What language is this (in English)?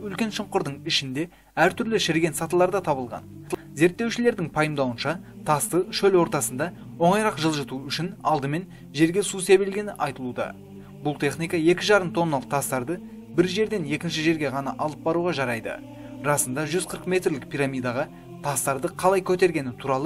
Kazakh